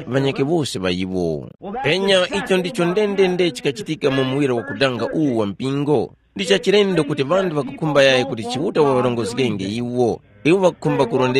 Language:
Tumbuka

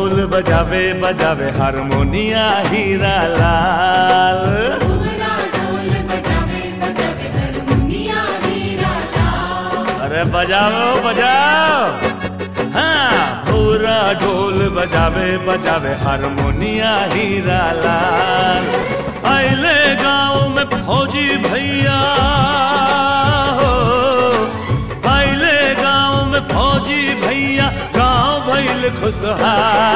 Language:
Bhojpuri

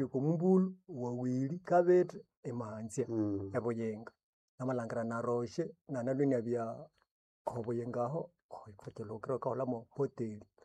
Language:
Nande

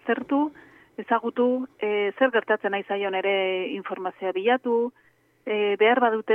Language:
Basque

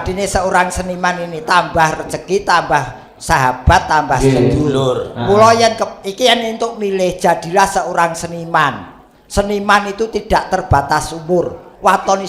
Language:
Javanese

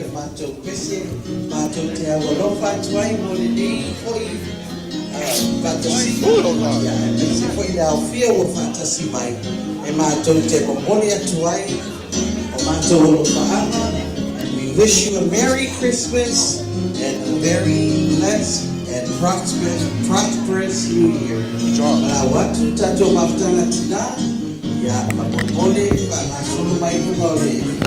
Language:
Samoan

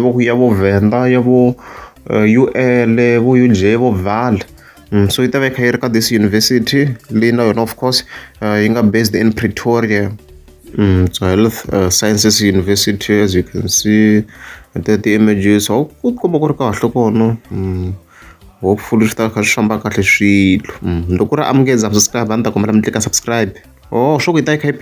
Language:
Tsonga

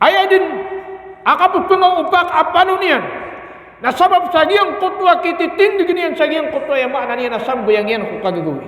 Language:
Maranao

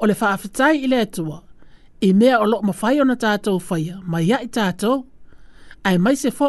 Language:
Samoan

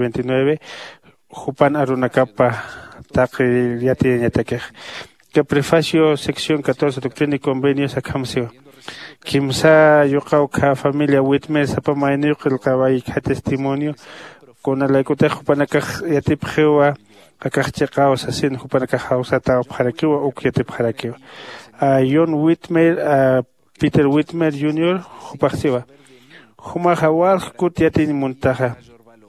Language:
Aymara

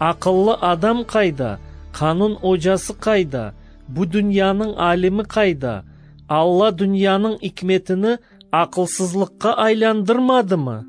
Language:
Crimean Tatar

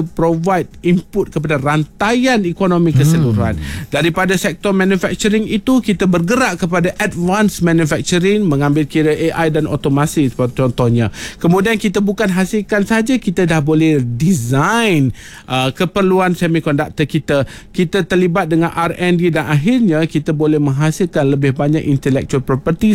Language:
Malay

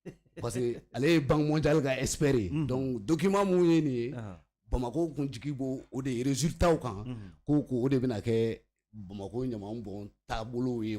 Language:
Bambara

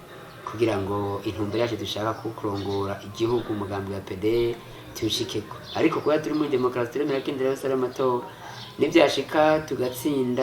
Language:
Rundi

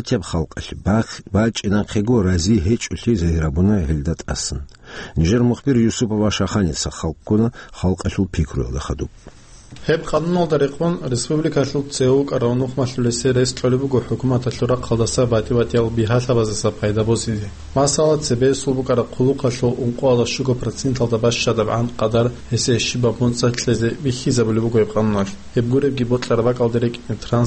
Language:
Avaric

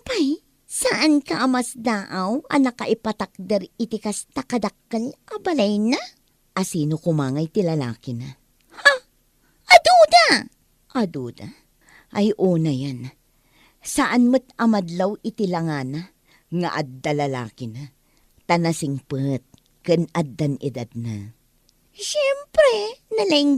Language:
Iloko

